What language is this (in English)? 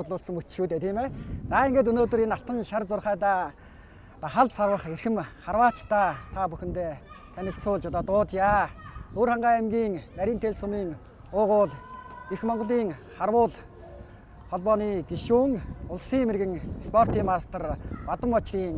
Mongolian